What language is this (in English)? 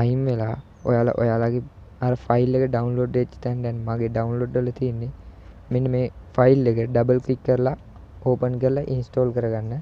Sinhala